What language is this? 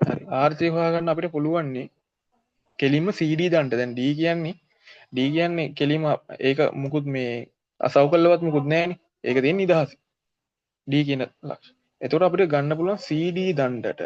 Sinhala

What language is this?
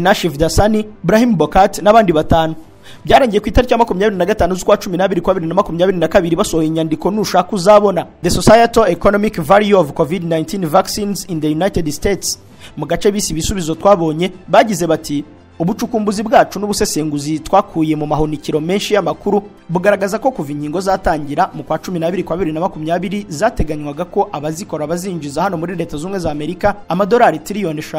Kinyarwanda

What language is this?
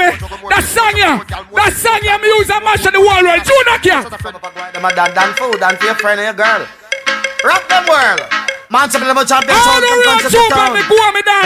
Jamaican Creole English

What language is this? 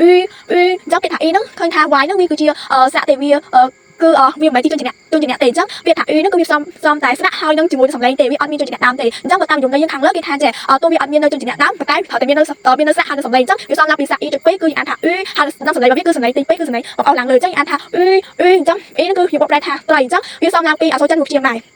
Khmer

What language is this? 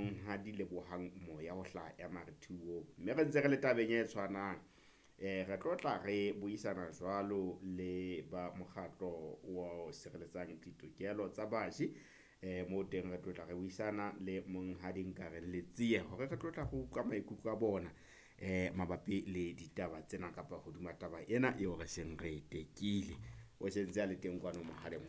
Southern Sotho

